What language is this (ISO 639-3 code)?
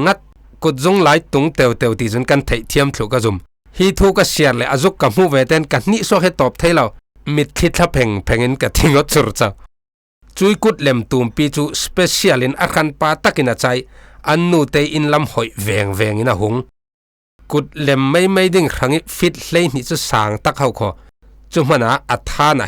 cfm